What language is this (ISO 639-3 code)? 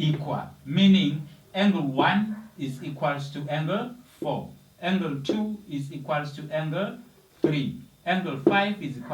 zul